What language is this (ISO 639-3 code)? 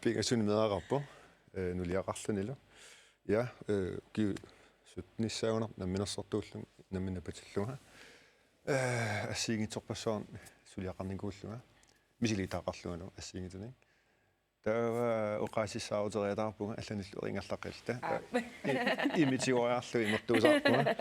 kal